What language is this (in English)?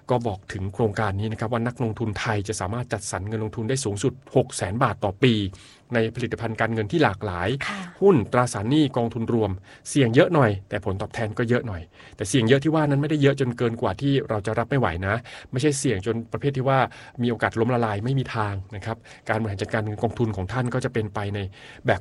Thai